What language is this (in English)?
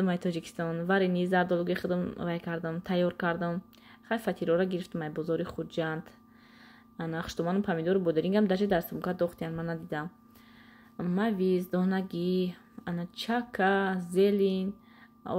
Tajik